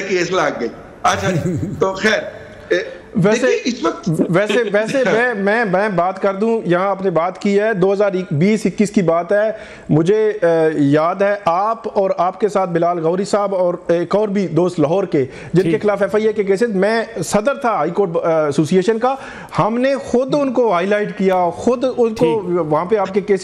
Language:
Urdu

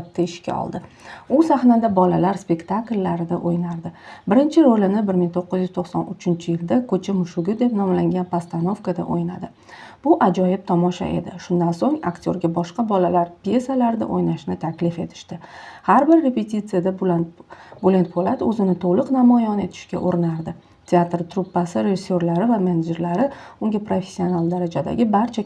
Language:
Uzbek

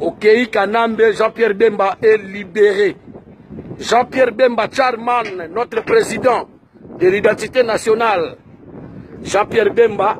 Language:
Lingala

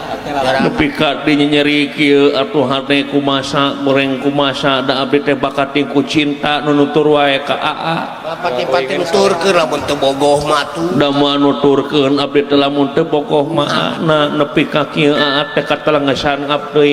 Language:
Sundanese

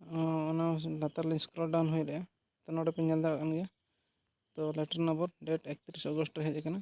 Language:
Santali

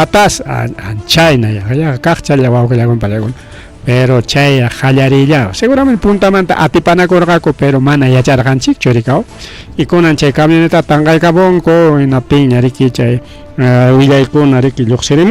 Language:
Ayacucho Quechua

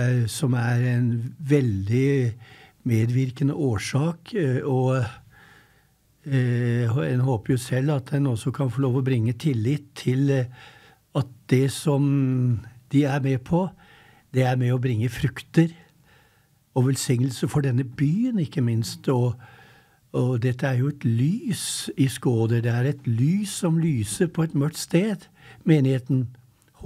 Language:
Norwegian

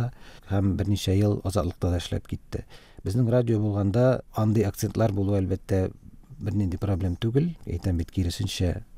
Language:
Tatar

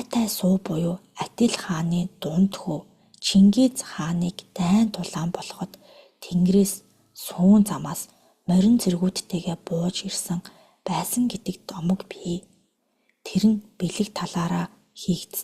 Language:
Mongolian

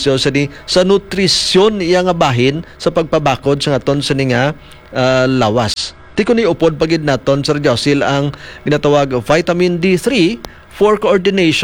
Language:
Hiligaynon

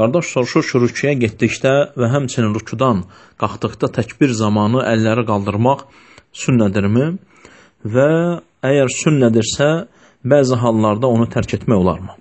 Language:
Azerbaijani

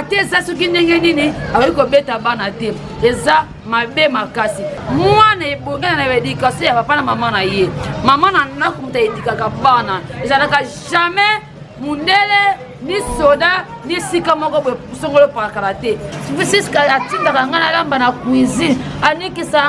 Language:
Lingala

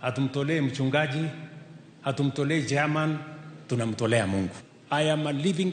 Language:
Luo (Kenya and Tanzania)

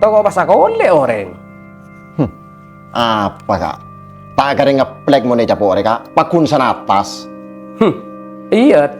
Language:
Madurese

